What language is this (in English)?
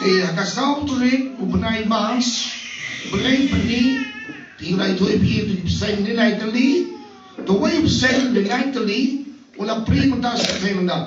Khasi